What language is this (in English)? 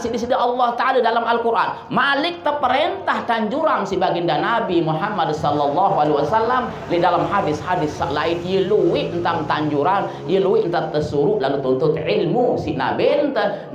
Sasak